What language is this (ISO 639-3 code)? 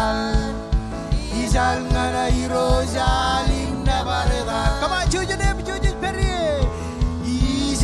mah